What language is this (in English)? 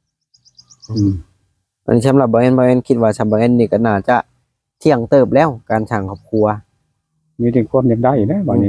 Lao